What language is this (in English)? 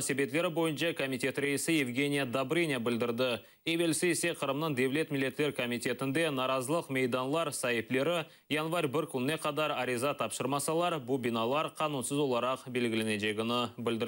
Crimean Tatar